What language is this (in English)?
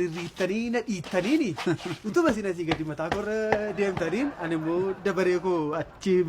Oromo